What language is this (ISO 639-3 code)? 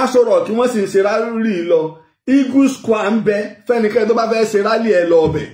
yor